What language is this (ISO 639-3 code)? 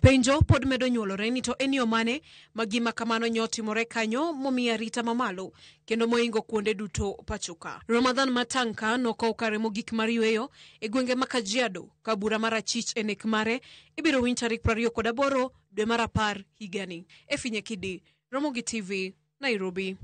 luo